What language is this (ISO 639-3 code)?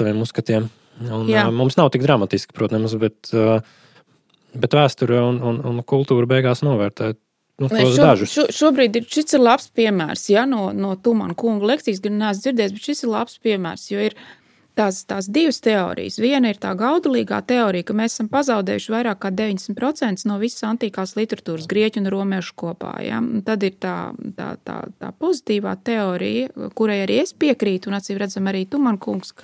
lav